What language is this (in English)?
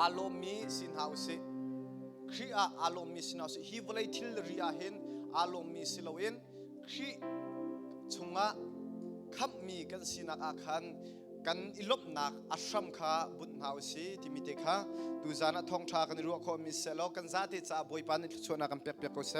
Hakha Chin